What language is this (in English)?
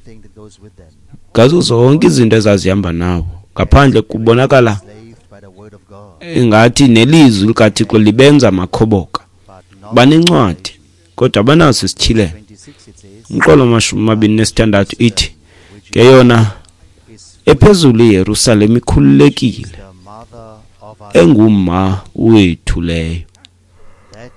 Xhosa